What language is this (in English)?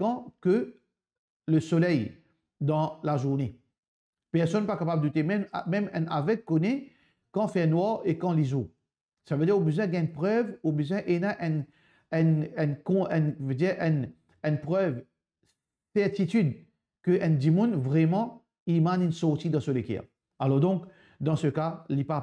Morisyen